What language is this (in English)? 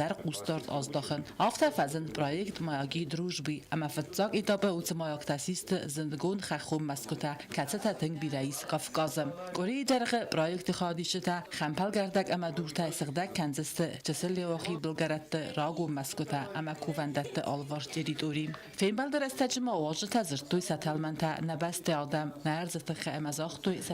Ossetic